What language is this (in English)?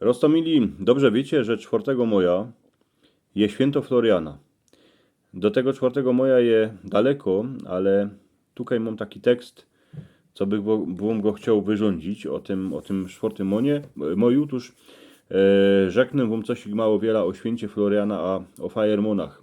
Silesian